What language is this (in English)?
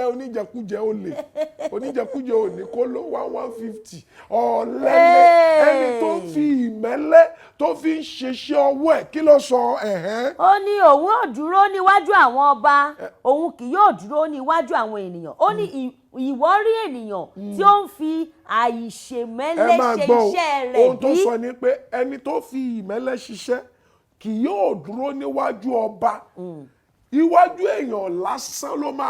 Yoruba